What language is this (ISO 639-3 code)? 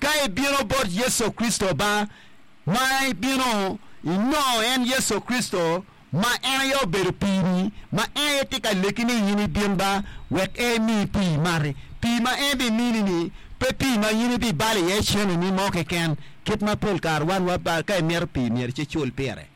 ach